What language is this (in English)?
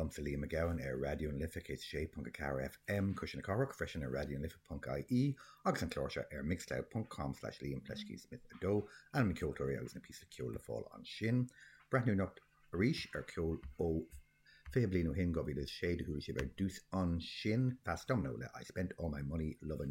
Irish